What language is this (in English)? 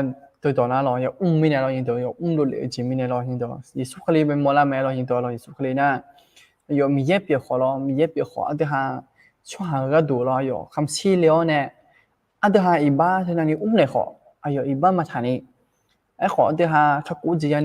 Akha